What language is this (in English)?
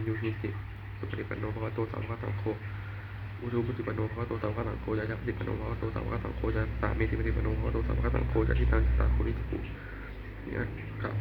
Pali